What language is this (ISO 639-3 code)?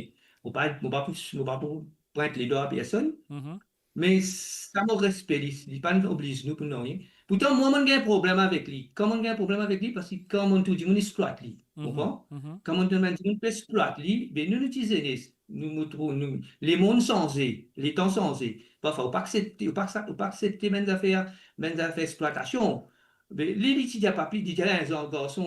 mfe